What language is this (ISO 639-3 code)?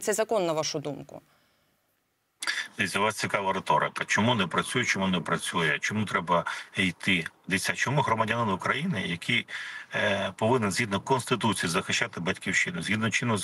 ukr